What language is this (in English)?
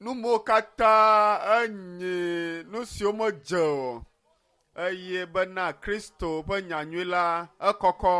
Ewe